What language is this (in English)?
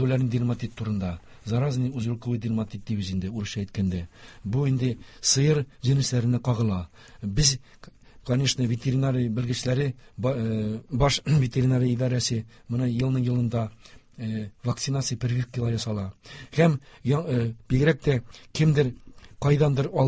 Tatar